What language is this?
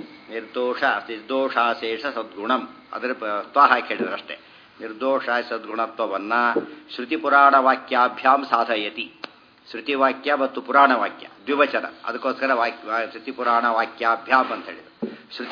Kannada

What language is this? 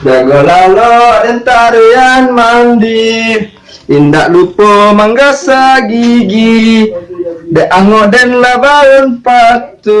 Minangkabau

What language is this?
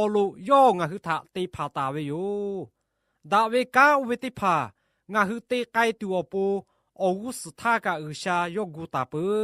Lahu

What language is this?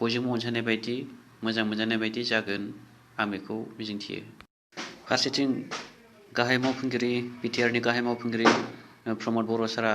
Bodo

